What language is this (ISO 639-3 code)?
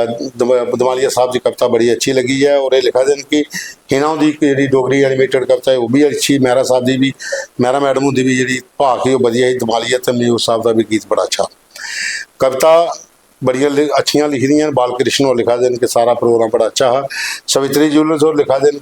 doi